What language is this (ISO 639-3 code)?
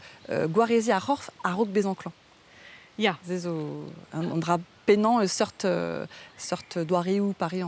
bre